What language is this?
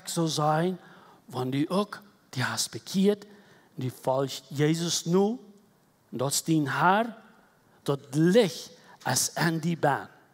Plautdietsch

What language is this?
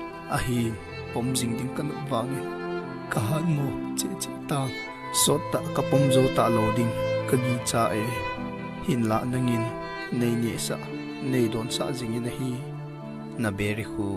Thado Chin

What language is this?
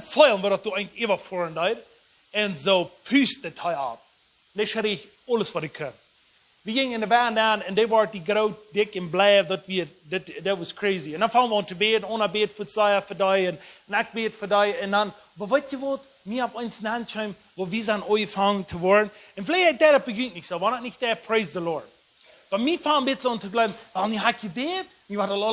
Plautdietsch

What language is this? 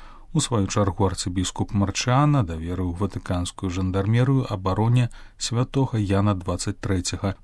Belarusian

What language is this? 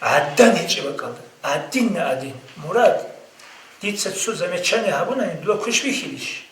Avaric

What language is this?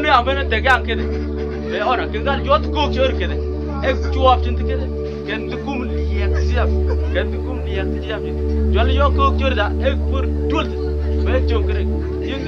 Mabaan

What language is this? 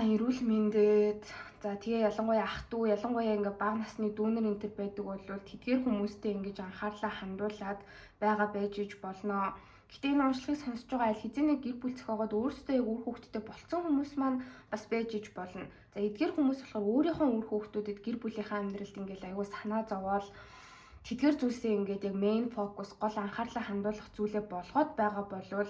Mongolian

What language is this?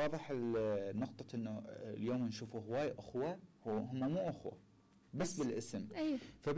Mesopotamian Arabic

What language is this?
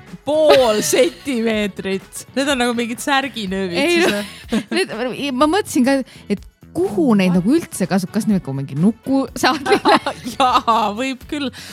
Estonian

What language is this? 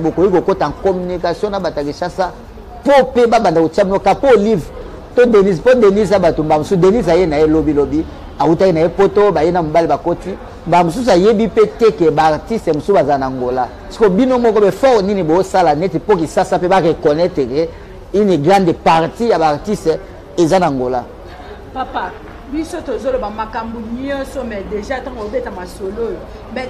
Lingala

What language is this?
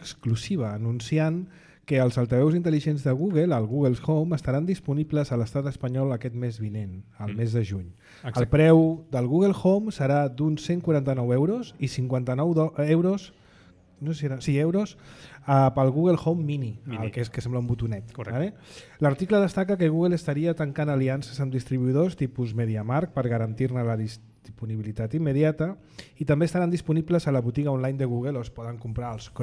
Catalan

